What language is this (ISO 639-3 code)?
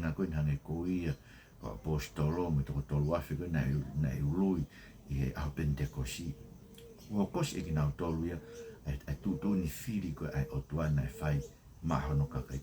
ton